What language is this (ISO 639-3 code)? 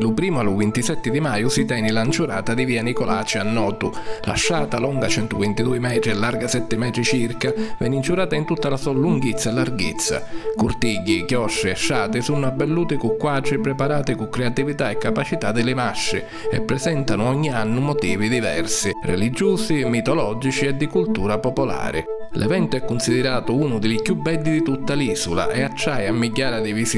scn